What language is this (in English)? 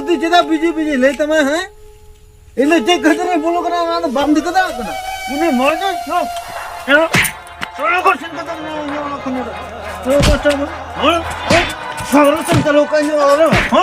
Santali